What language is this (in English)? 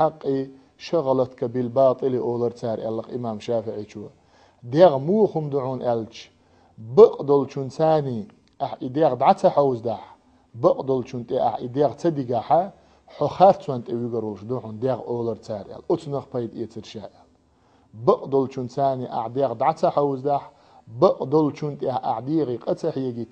Chechen